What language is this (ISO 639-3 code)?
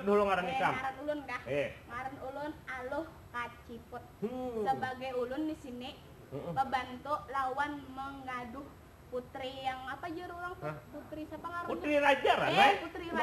bjn